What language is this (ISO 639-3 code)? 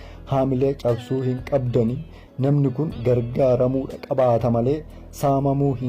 orm